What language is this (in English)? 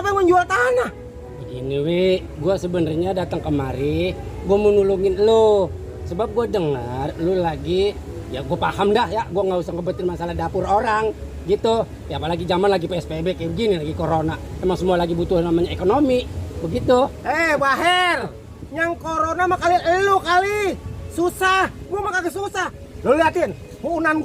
Betawi